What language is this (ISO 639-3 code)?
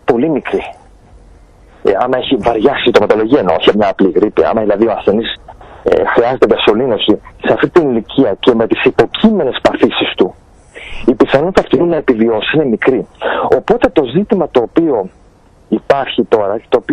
ell